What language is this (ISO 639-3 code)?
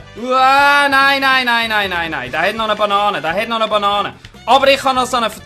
gsw